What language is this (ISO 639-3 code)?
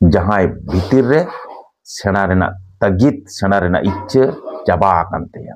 sat